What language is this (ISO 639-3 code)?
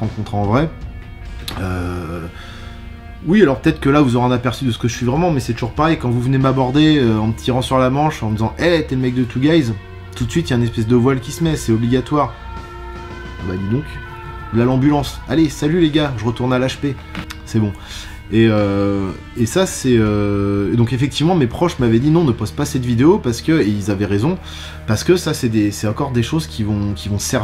fra